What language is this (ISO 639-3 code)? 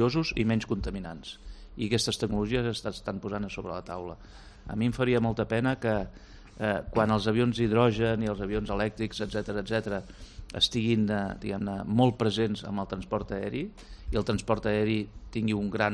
cat